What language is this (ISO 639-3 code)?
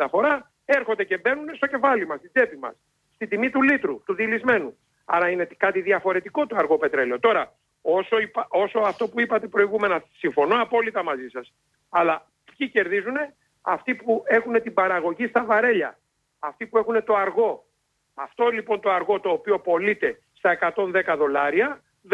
ell